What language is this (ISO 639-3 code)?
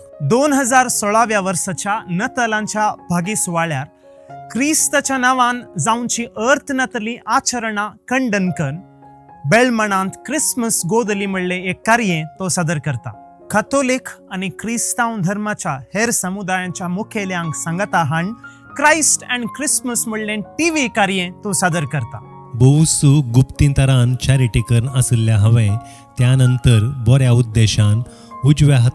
kok